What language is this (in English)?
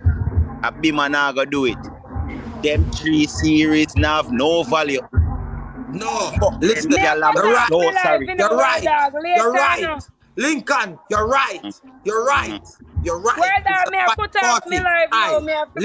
Jamaican Creole English